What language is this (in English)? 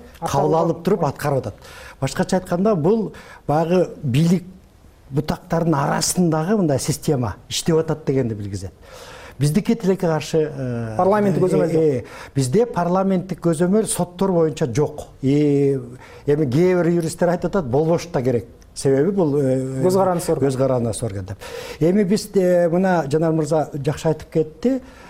Kyrgyz